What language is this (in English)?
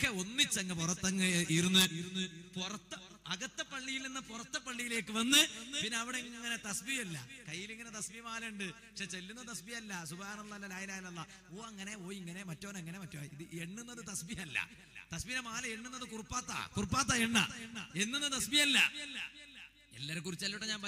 Malayalam